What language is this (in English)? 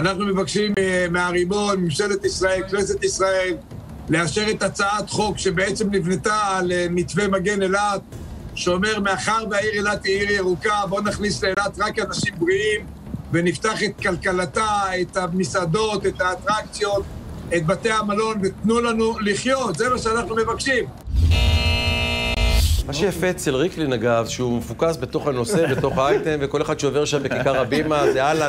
Hebrew